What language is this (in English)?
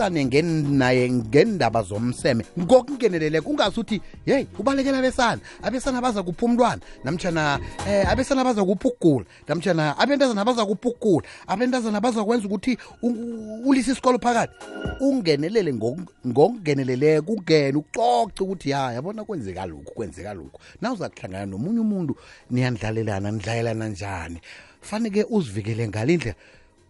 South Ndebele